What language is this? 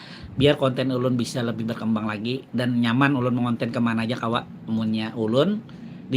Banjar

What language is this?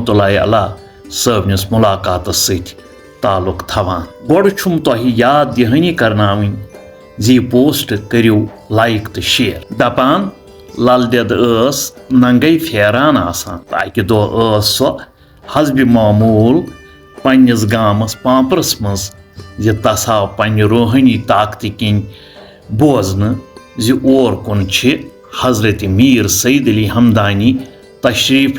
Kashmiri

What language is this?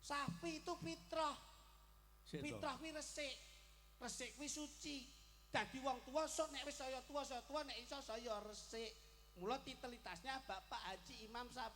Javanese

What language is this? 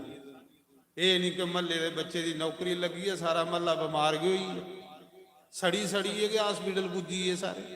Dogri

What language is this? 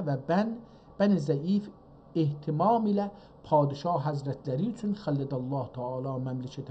South Azerbaijani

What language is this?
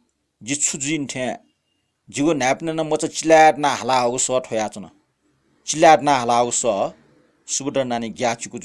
Newari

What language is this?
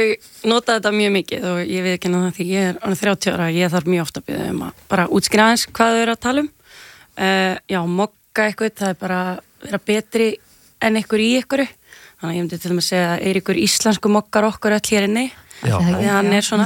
Icelandic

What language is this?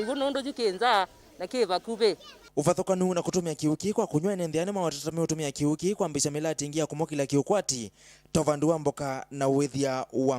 Kamba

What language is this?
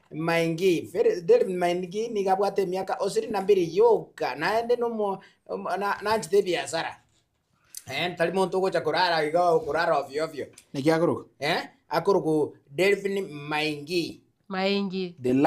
Gusii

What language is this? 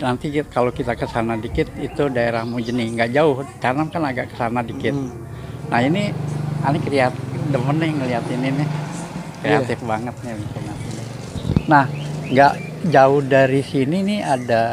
Betawi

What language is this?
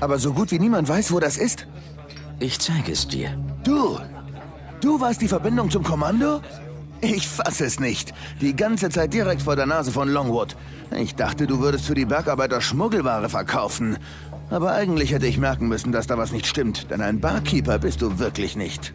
Bavarian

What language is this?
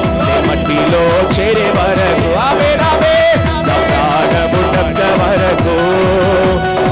Telugu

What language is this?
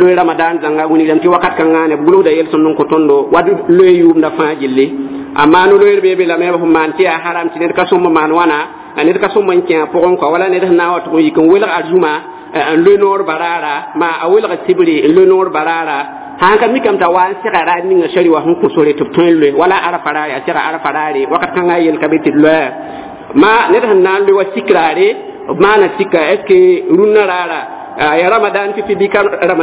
Mossi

